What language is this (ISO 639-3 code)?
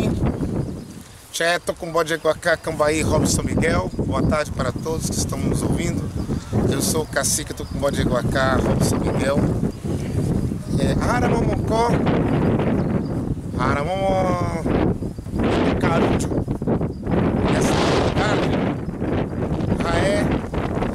por